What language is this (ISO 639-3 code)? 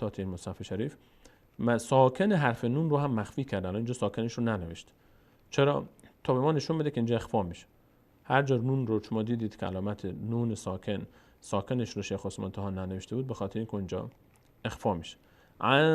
fas